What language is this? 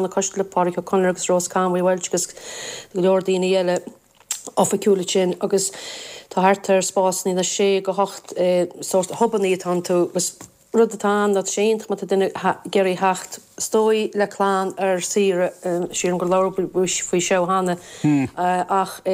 Irish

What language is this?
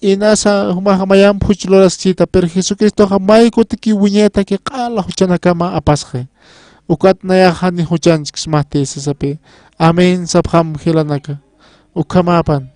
Aymara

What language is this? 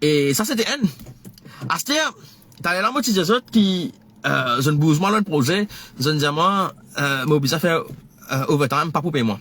Morisyen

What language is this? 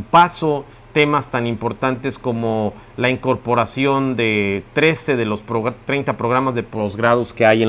Spanish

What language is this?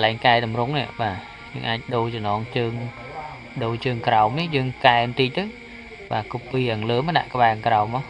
Khmer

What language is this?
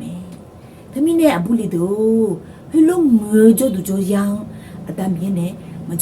Akha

